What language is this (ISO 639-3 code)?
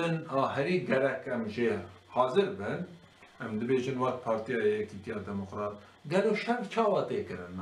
kur